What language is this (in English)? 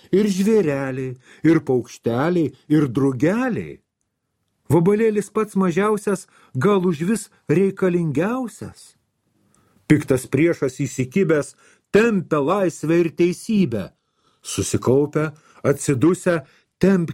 Lithuanian